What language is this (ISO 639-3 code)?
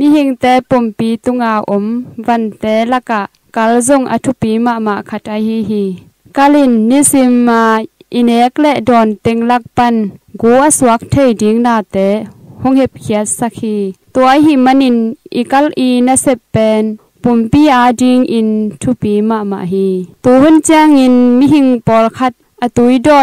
ctd